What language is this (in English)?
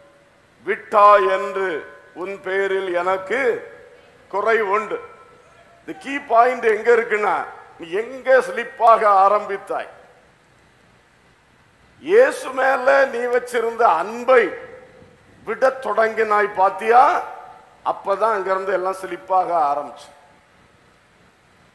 Tamil